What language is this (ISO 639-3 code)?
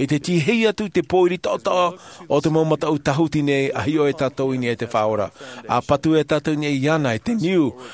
tah